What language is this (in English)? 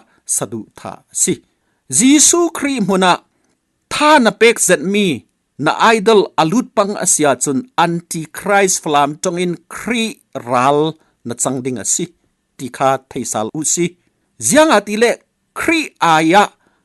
Falam Chin